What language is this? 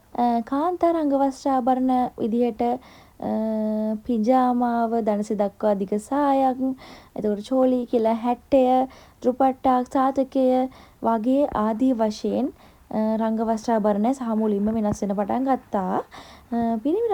Sinhala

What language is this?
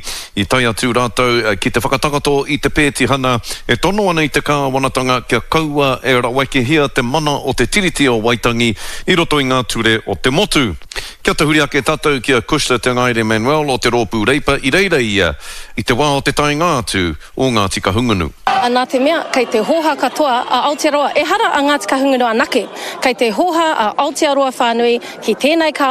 Māori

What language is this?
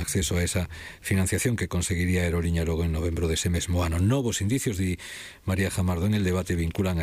Galician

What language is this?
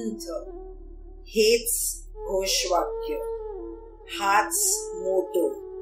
Marathi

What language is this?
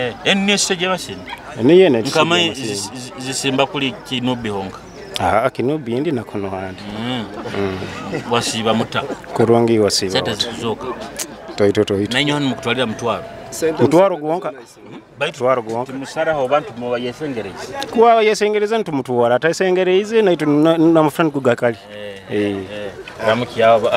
Nyoro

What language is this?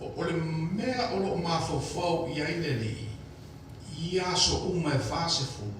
Samoan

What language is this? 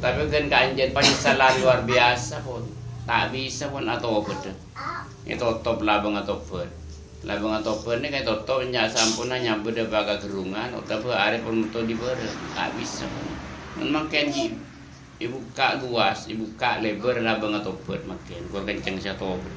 Madurese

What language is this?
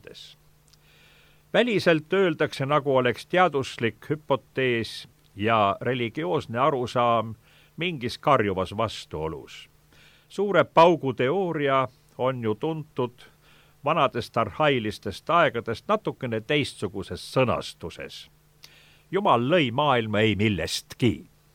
Estonian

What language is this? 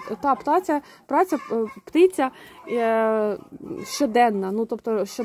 Ukrainian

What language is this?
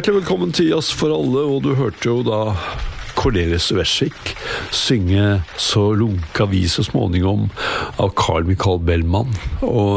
Norwegian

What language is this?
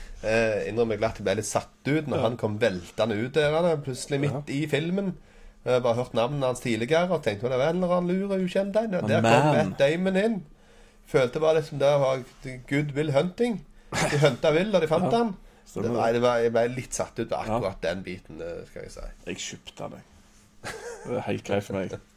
Norwegian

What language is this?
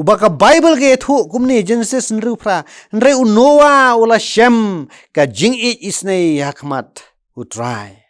Khasi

